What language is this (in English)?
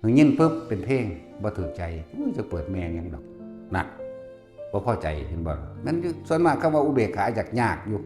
Northeastern Thai